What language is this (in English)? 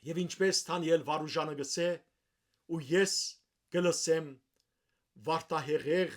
Western Armenian